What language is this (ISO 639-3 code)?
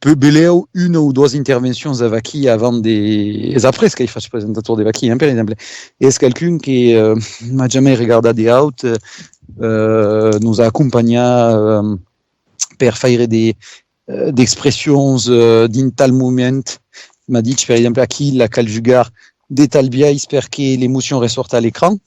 oci